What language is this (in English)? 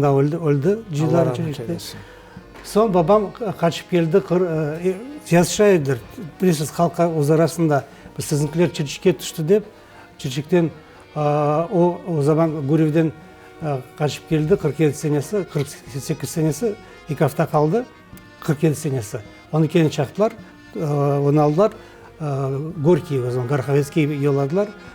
Crimean Tatar